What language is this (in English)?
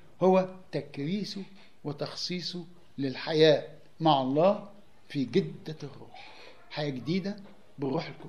Egyptian Arabic